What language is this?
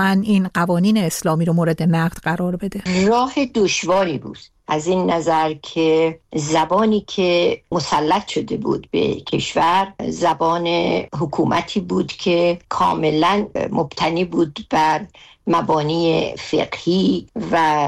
Persian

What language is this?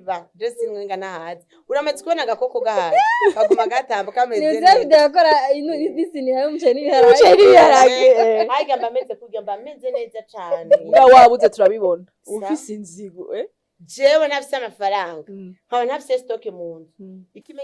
Rundi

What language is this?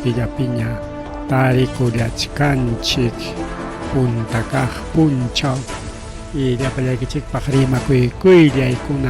Ayacucho Quechua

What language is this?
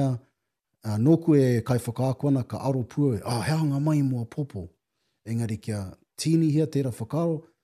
Māori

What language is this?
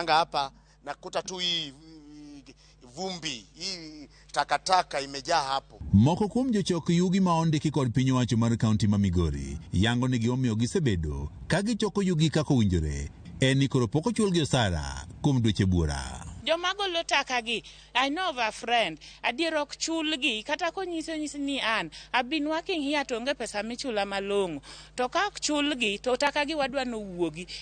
Luo (Kenya and Tanzania)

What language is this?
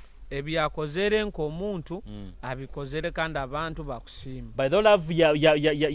Nyoro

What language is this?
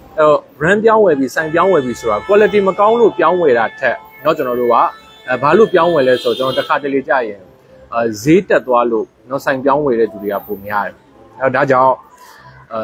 Burmese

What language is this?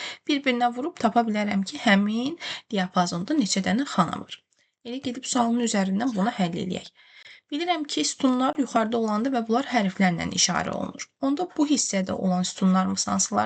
Azerbaijani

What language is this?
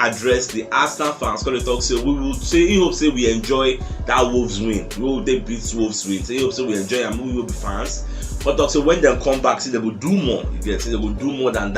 Nigerian Pidgin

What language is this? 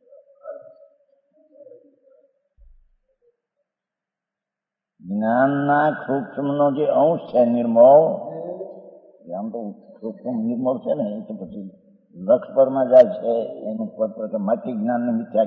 Gujarati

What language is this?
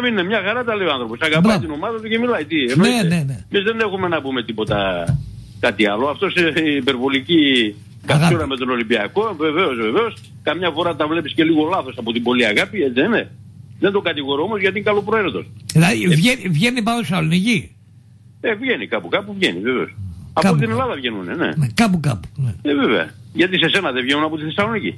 Greek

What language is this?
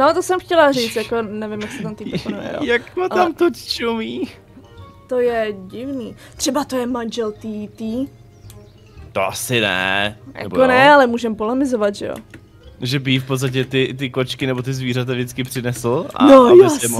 Czech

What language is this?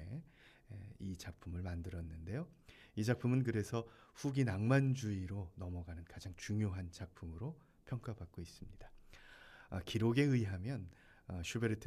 Korean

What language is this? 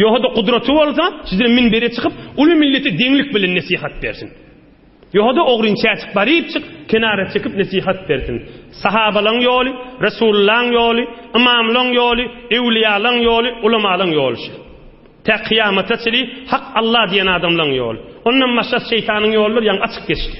Turkmen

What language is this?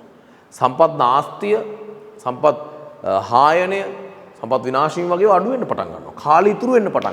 Sinhala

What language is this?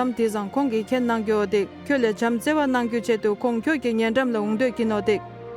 Tibetan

